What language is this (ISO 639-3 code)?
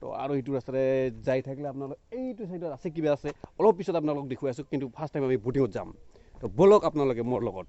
asm